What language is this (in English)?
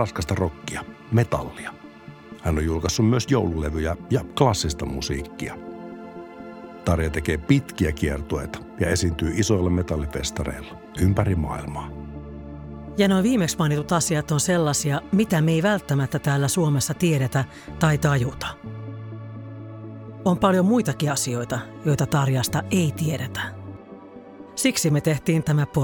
Finnish